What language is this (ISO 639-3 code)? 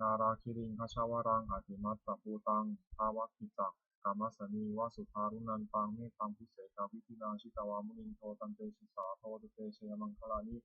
pli